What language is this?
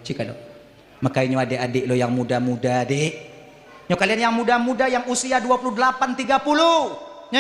Achinese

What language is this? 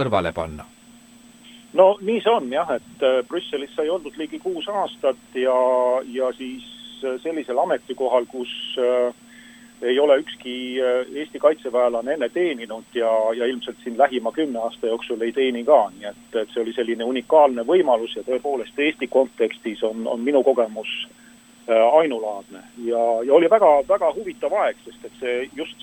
Estonian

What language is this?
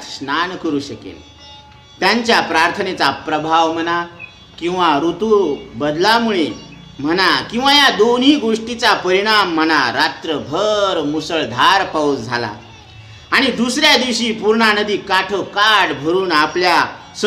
Marathi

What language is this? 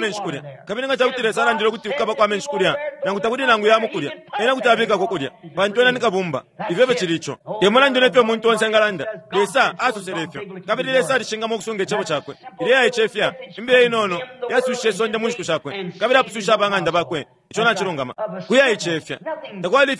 Bemba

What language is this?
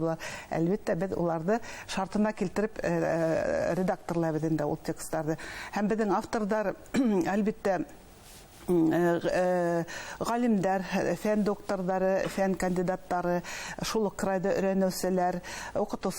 Bashkir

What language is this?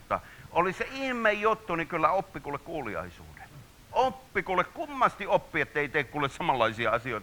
Finnish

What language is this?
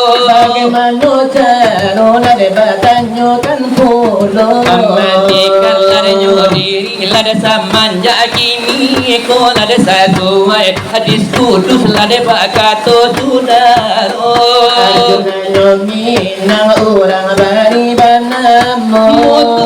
Minangkabau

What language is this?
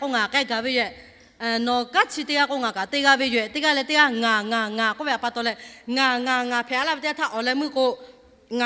Lahu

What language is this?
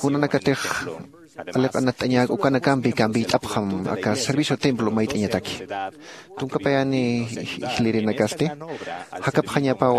Aymara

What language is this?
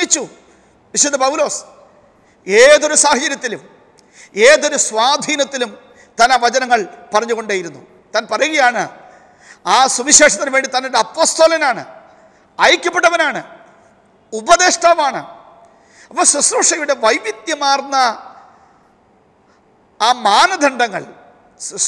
Malayalam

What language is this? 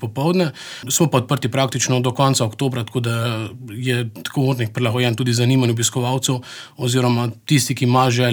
Slovenian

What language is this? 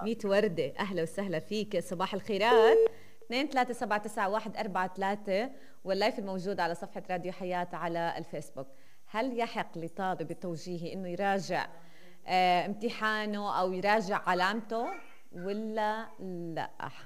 North Levantine Arabic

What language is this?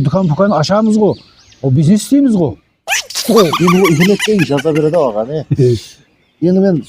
Kara-Kalpak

